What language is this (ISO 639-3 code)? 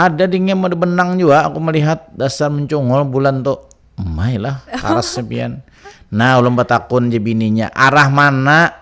bjn